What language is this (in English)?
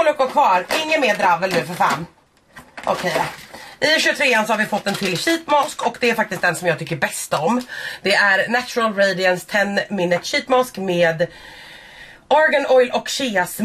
Swedish